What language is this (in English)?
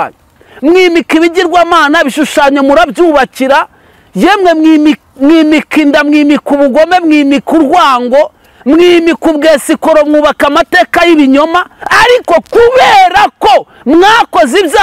Kinyarwanda